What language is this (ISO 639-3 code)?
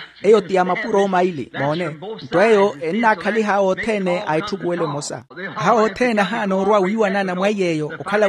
vmw